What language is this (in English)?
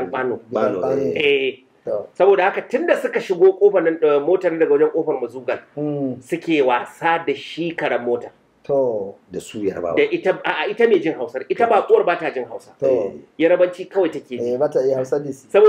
Hausa